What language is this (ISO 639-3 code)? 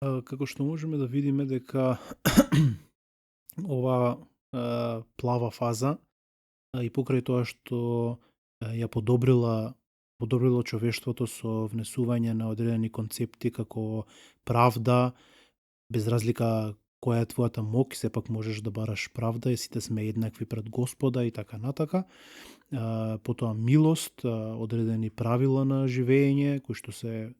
mkd